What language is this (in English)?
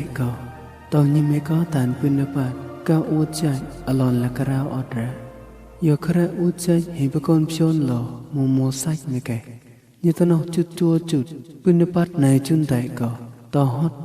Mon